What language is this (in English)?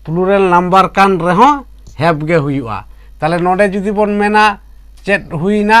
Santali